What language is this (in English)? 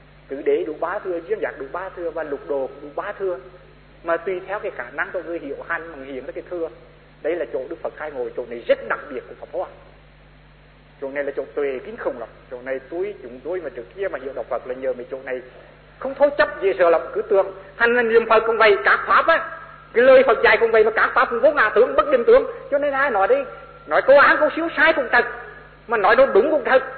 Vietnamese